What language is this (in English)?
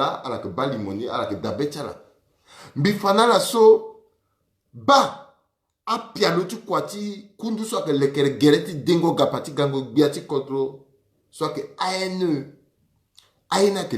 Sango